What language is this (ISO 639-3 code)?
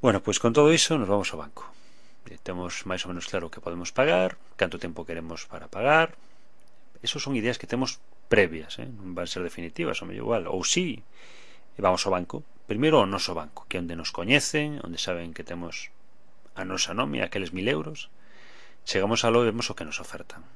glg